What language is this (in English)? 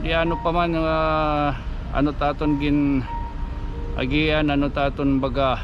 Waray